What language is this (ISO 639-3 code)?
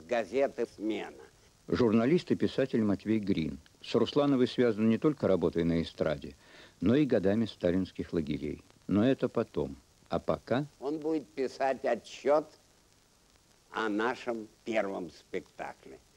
rus